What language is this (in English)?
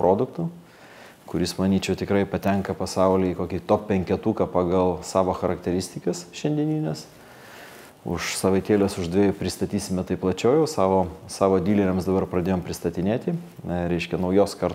Lithuanian